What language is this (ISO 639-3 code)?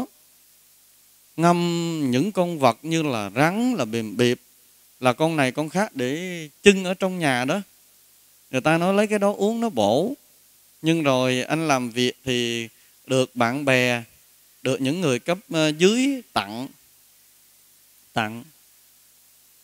vie